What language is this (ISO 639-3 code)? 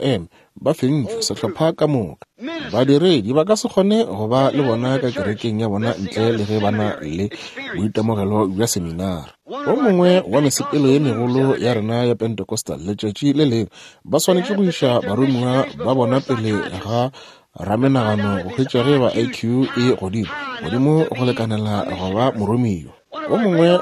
nso